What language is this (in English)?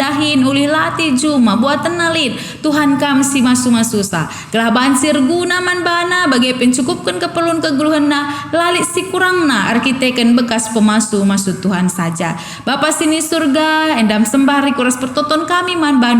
Batak Karo